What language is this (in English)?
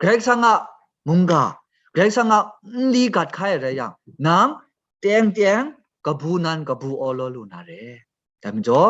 Kachin